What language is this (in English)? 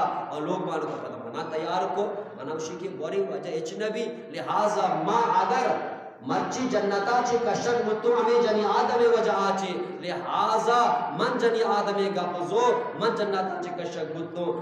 Eastern Balochi